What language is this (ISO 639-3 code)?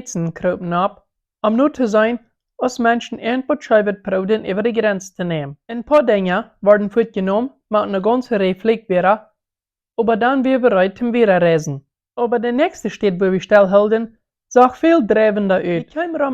pdt